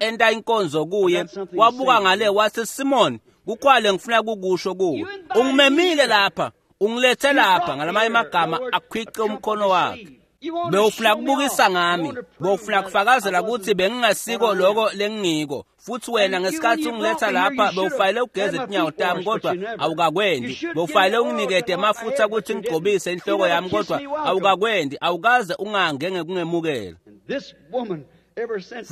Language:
Swati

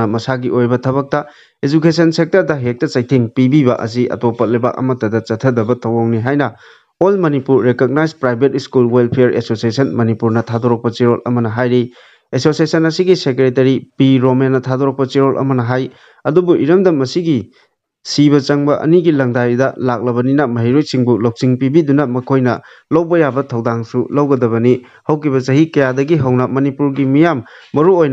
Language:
Manipuri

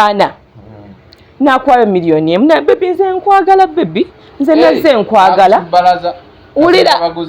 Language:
Ganda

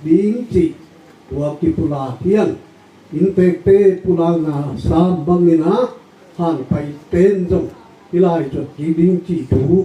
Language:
Tedim Chin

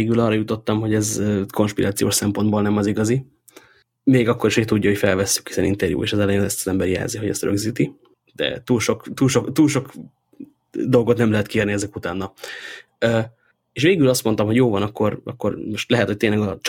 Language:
Hungarian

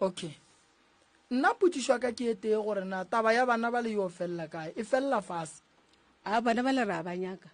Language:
Northern Sotho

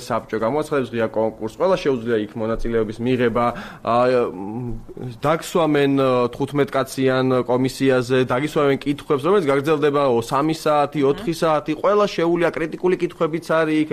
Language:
Georgian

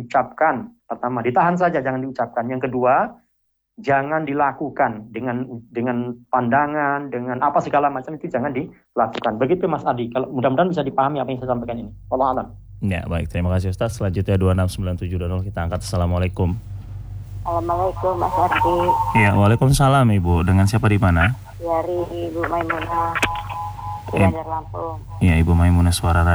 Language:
Indonesian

